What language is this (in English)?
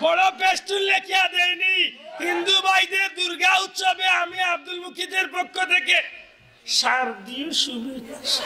Sylheti